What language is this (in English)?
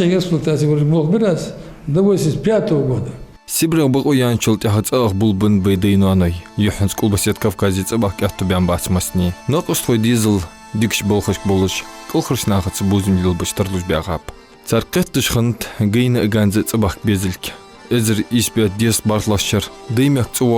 Ingush